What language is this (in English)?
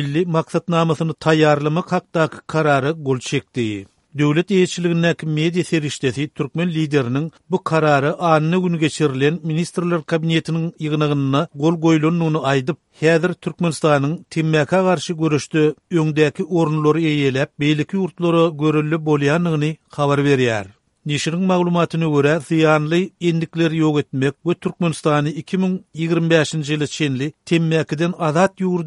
Turkmen